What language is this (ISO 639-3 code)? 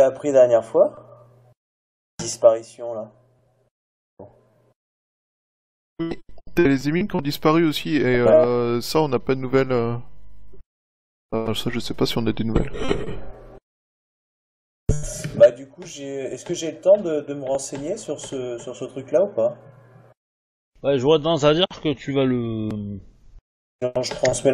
fra